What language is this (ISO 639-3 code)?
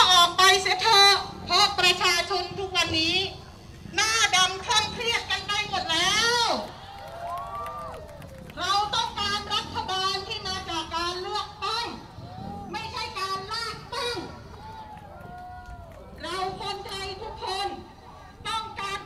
tha